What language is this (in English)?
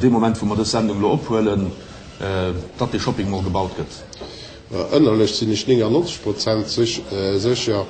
Luxembourgish